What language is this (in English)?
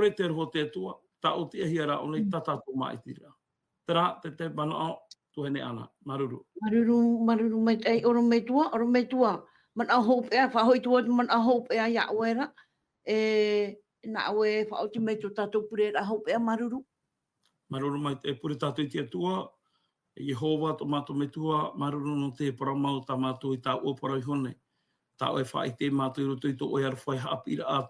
Tahitian